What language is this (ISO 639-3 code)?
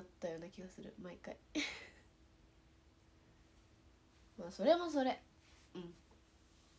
jpn